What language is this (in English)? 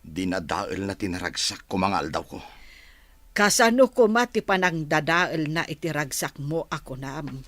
Iloko